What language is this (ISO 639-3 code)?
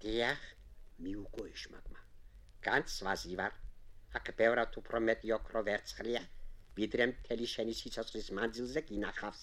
kat